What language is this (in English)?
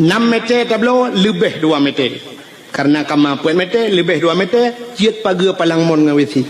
Achinese